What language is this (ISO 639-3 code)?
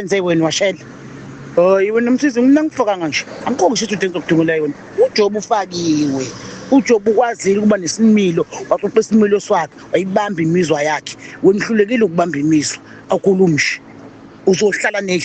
zul